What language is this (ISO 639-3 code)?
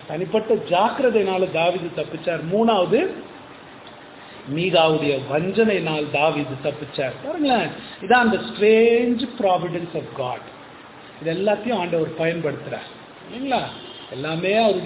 tam